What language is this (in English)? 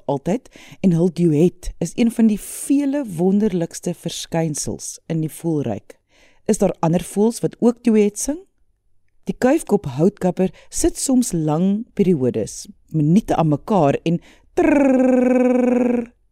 Afrikaans